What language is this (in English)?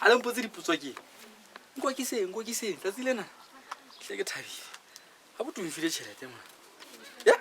Southern Sotho